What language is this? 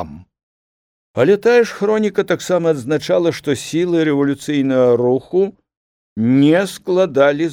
Belarusian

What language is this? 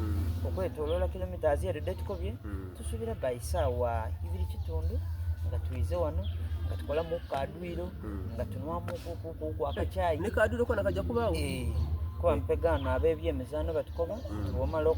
Soga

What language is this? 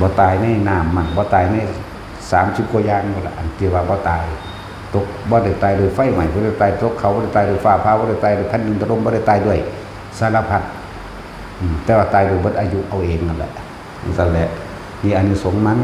Northeastern Thai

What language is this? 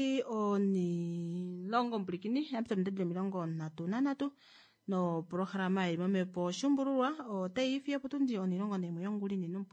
Kuanyama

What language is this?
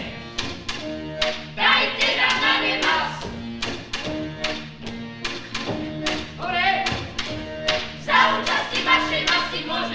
Slovak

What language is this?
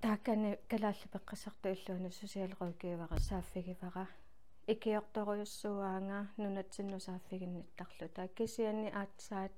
Kalaallisut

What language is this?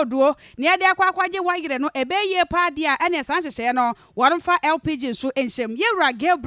Akan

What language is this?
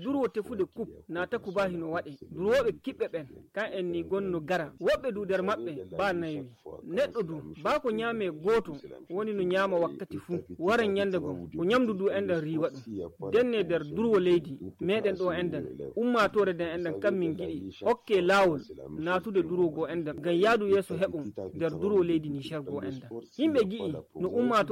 Nigerian Fulfulde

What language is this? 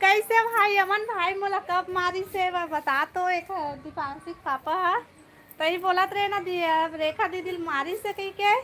Chhattisgarhi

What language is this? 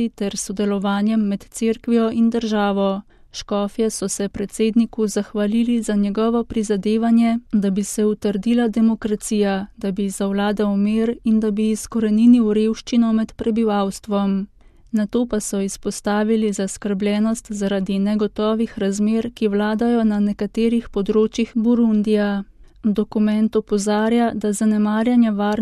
Slovenian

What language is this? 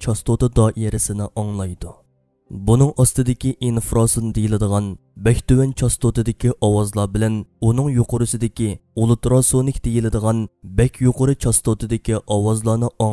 Uyghur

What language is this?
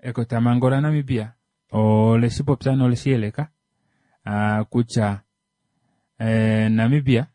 Kuanyama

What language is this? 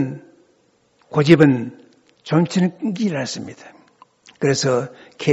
Korean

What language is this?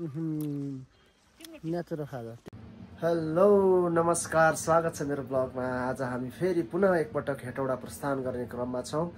Nepali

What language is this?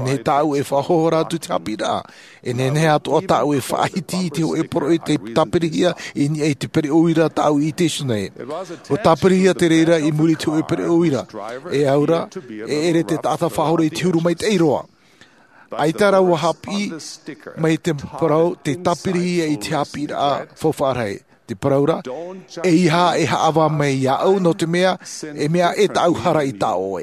Tahitian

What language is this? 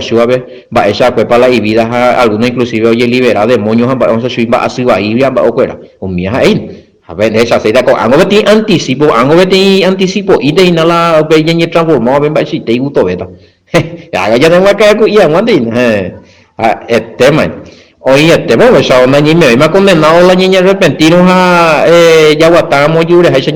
Guarani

